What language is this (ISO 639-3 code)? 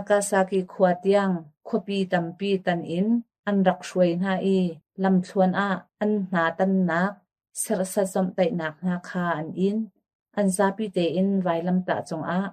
cnh